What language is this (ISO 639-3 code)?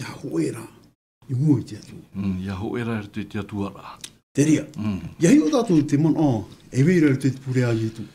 tah